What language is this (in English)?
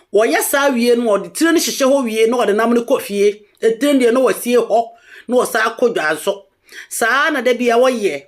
Akan